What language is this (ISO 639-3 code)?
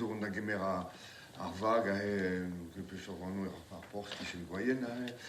bre